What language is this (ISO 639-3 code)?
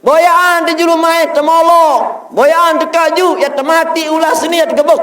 sas